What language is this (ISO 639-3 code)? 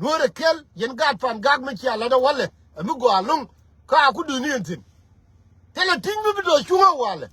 nus